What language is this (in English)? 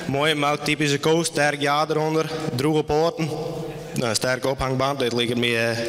Western Frisian